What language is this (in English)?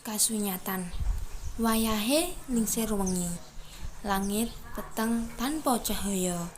Javanese